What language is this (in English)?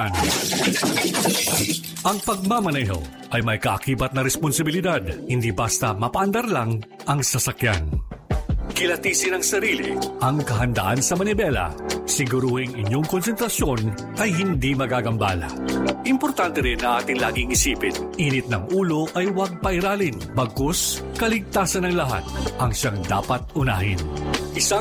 Filipino